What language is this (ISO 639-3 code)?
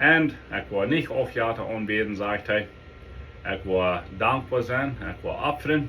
pdt